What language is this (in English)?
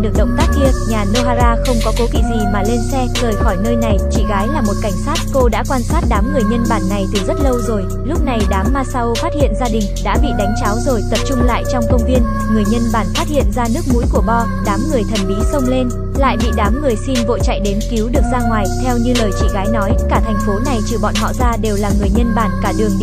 Vietnamese